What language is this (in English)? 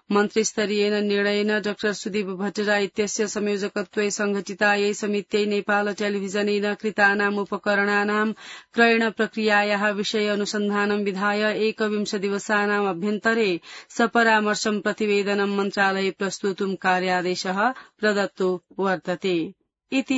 Sanskrit